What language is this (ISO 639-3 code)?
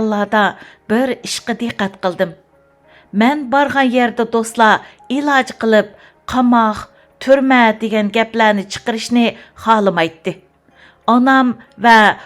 uig